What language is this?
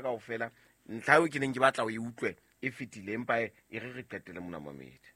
Southern Sotho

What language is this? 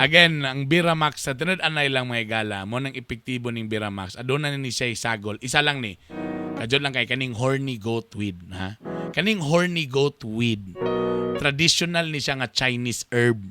Cebuano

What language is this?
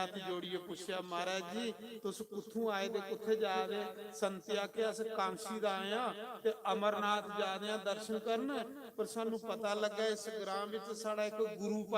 Dogri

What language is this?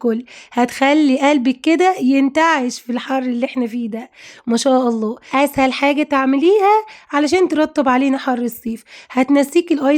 Egyptian Arabic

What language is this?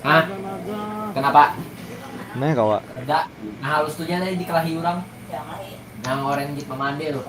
Banjar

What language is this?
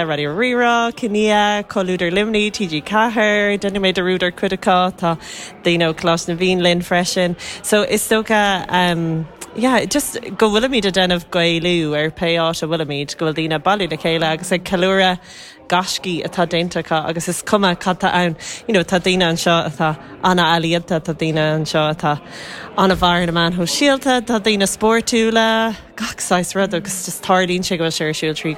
Irish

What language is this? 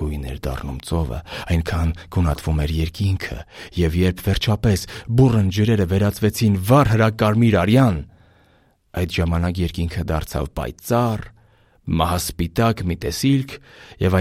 Armenian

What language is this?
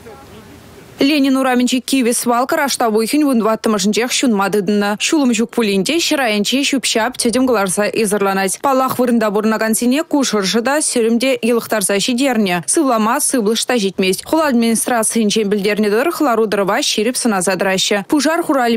Chuvash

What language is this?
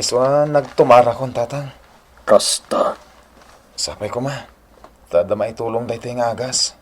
Iloko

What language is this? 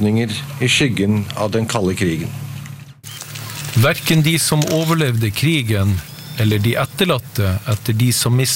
Norwegian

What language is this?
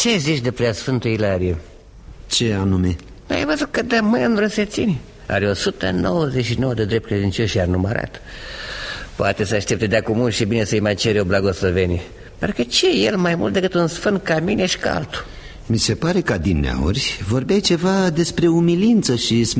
Romanian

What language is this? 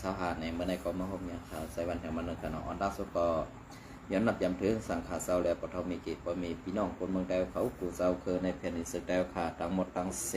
Shan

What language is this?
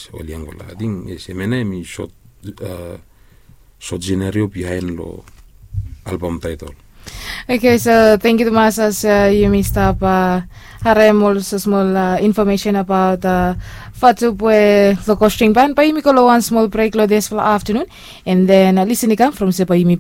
Bislama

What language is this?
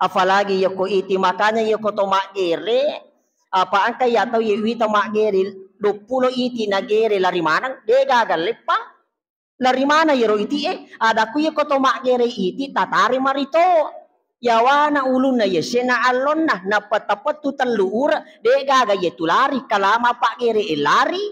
Buginese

